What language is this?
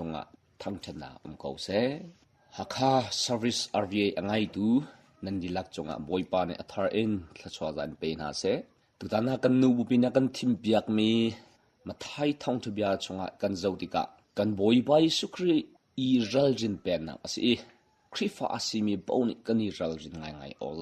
Hakha Chin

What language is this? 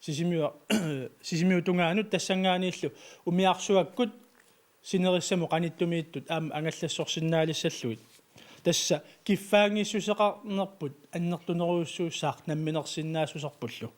Kalaallisut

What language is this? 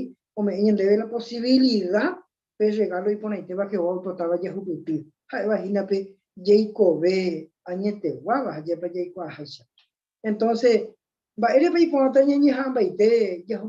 Guarani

